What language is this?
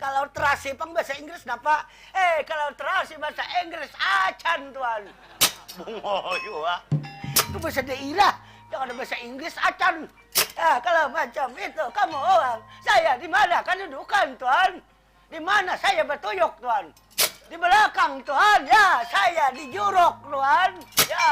Banjar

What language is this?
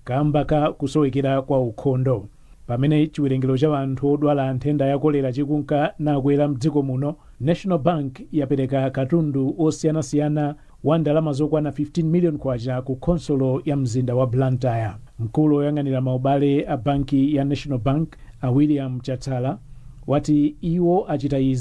Nyanja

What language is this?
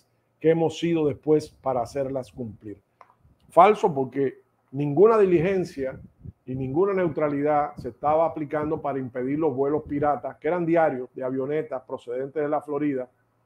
Spanish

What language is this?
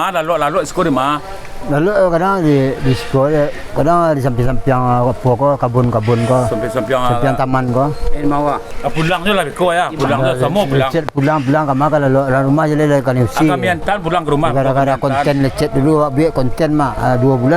Minangkabau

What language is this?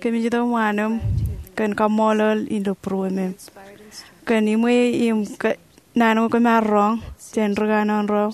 Marshallese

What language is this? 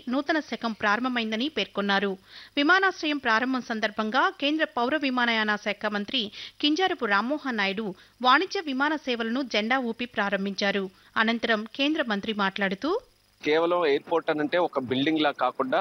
Telugu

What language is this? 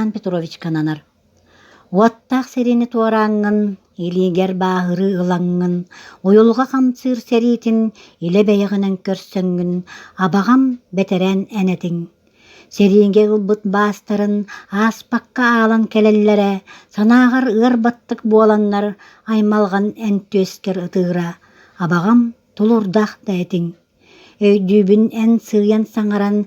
Yakut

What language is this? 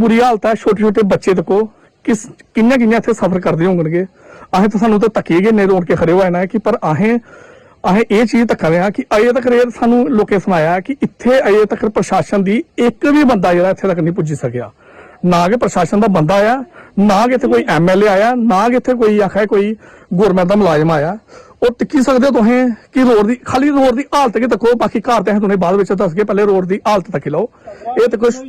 Dogri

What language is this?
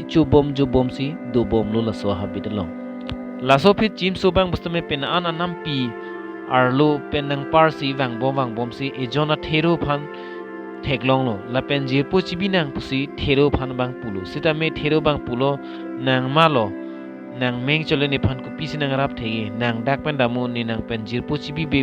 Karbi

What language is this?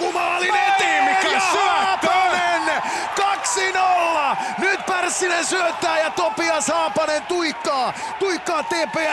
Finnish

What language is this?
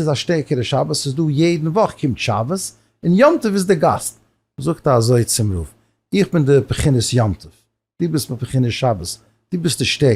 Yiddish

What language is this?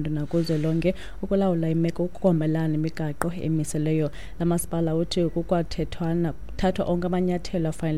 Xhosa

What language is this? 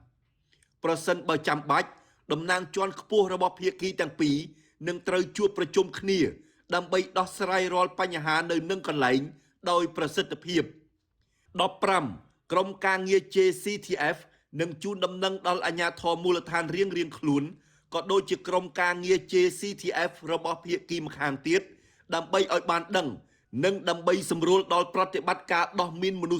Khmer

